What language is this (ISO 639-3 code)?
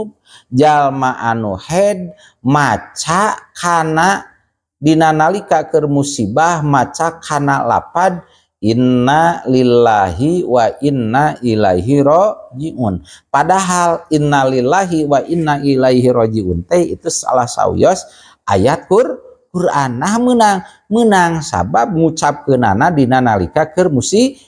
sun